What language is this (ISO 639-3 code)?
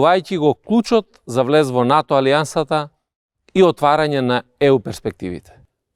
mkd